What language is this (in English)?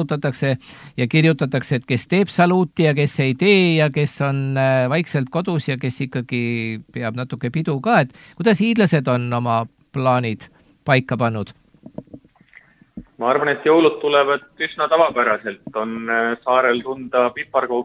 Estonian